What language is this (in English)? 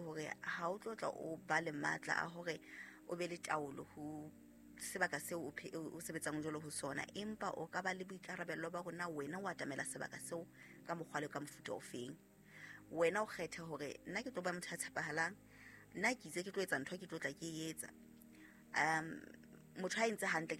Southern Sotho